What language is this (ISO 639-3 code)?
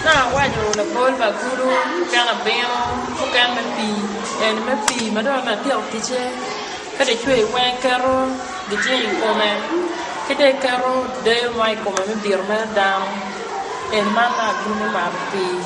ach